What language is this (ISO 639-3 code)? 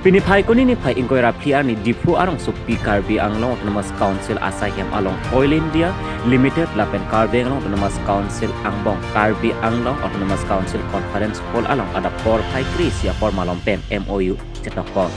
mjw